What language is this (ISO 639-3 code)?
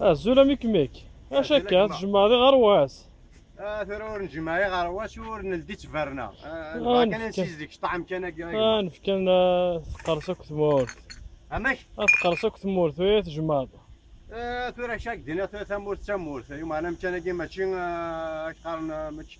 kab